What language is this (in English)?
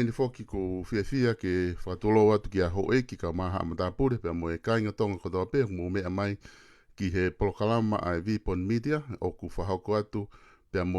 Tongan